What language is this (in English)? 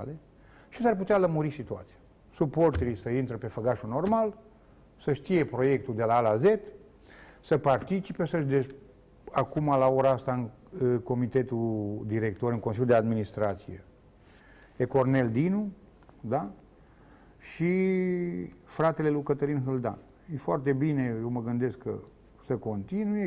Romanian